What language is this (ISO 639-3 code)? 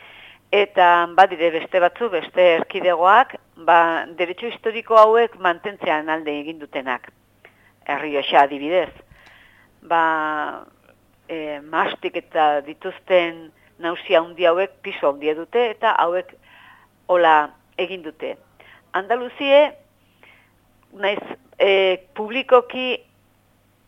eus